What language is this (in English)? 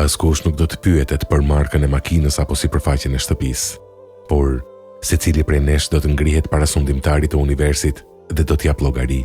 Albanian